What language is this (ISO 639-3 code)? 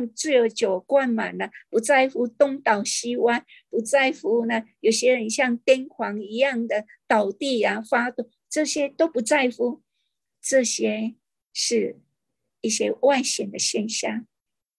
zho